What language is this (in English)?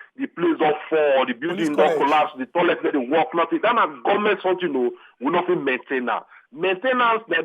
Nigerian Pidgin